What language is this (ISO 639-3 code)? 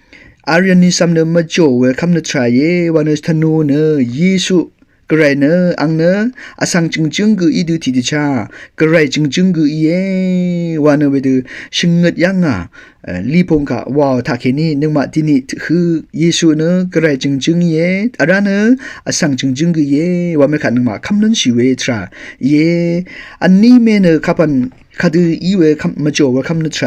raw